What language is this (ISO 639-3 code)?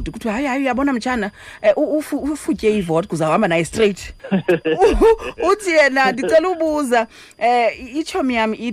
xho